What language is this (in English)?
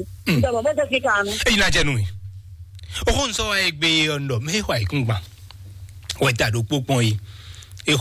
Fon